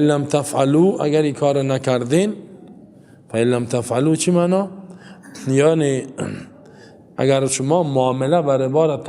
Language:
Persian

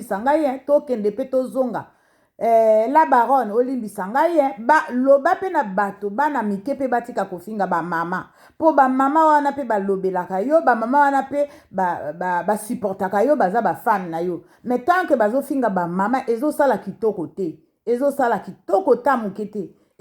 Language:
Lingala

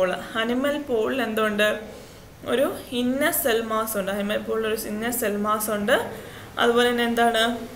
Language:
Malayalam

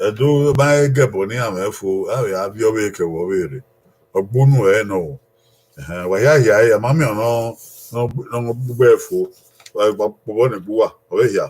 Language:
Bini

